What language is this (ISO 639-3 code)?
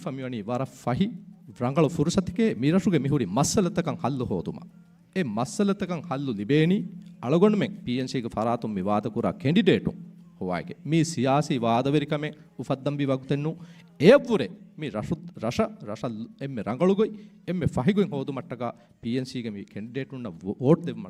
div